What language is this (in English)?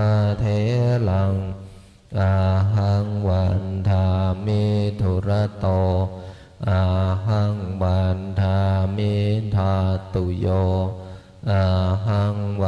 Pali